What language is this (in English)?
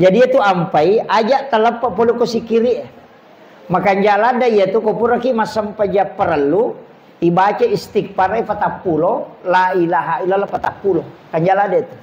Buginese